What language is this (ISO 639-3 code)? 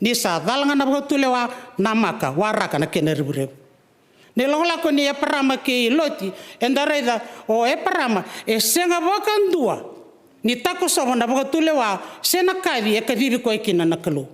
fij